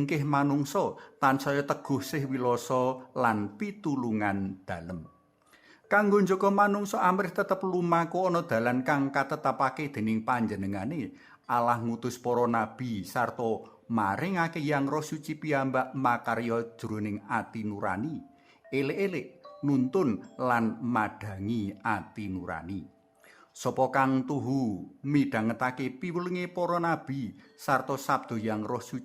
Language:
Javanese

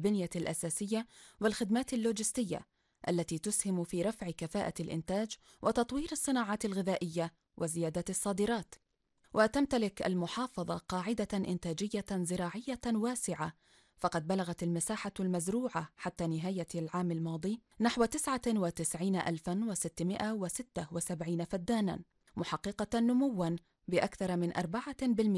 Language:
Arabic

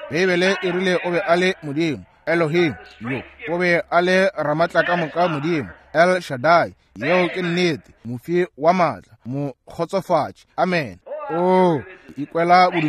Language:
Northern Sotho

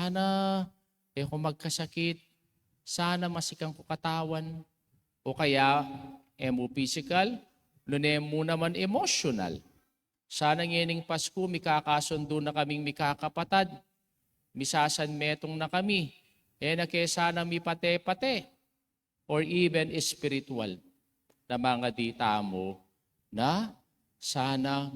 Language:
Pampanga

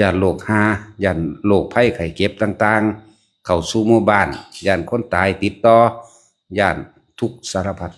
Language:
Lao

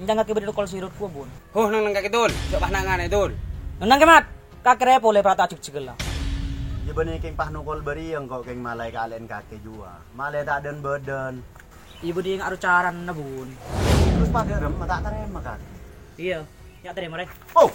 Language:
Madurese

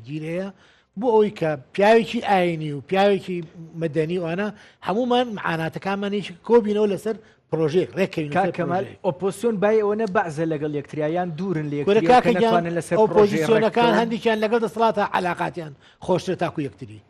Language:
Central Kurdish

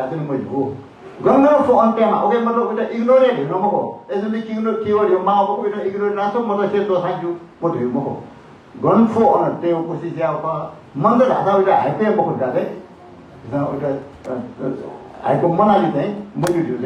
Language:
Newari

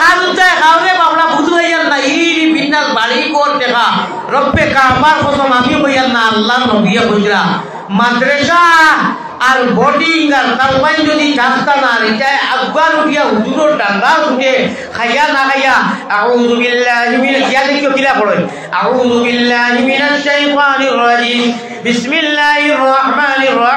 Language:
Sylheti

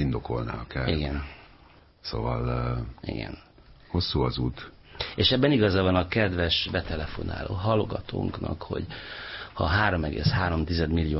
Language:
Hungarian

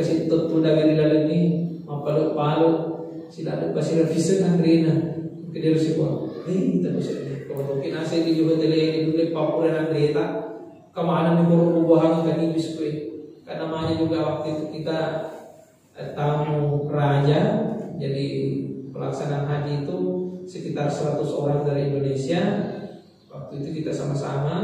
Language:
Buginese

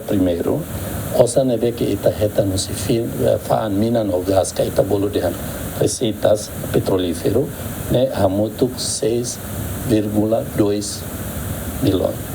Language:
Tetum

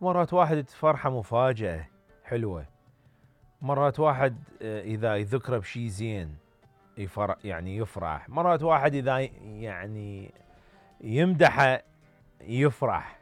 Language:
Mesopotamian Arabic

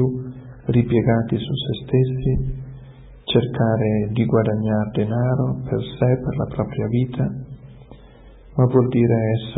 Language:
Italian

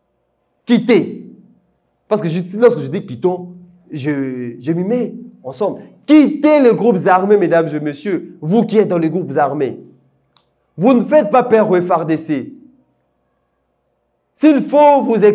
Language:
French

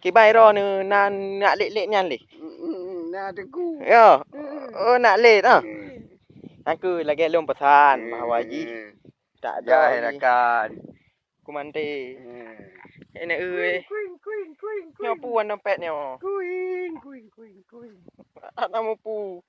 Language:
Achinese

